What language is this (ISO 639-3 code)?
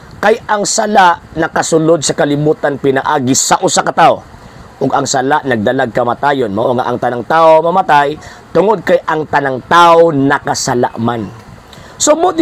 ceb